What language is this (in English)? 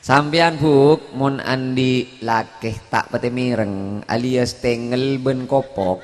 Madurese